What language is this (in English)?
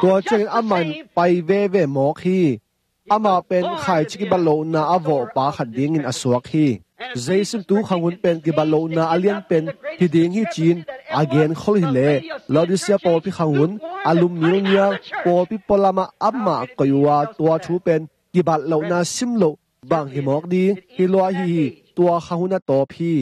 Tedim Chin